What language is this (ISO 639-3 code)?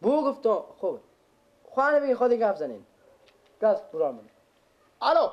fas